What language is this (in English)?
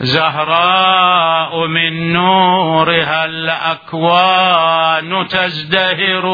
Mesopotamian Arabic